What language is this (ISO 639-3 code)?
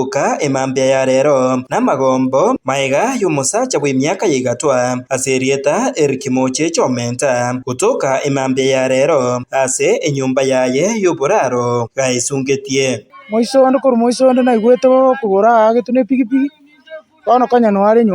guz